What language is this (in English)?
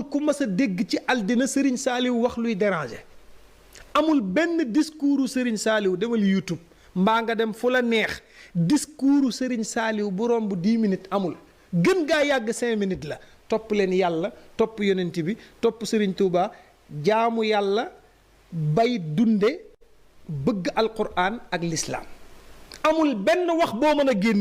Wolof